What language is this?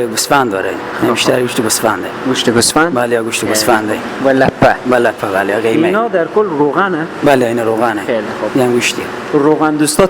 Persian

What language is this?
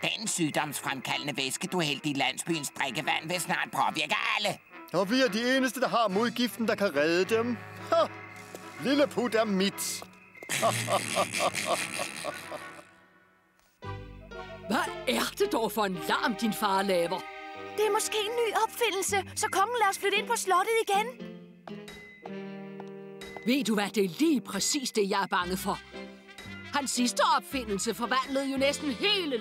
Danish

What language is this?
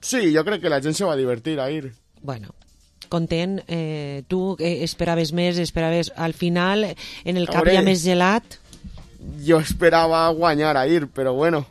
Catalan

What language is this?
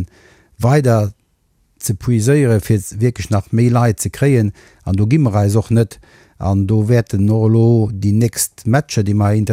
Luxembourgish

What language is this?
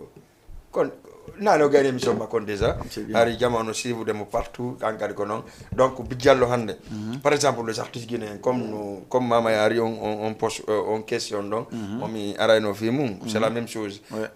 Fula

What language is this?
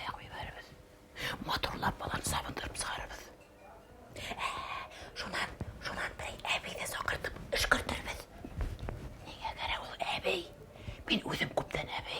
Bashkir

